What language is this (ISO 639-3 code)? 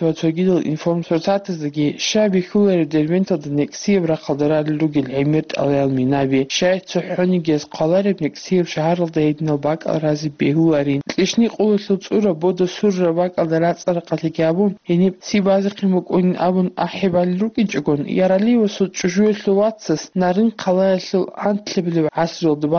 ava